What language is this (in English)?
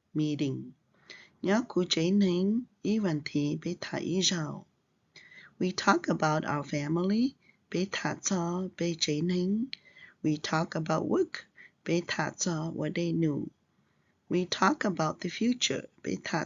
Hmong